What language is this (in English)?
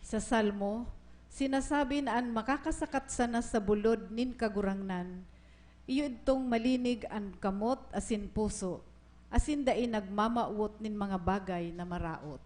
Bikol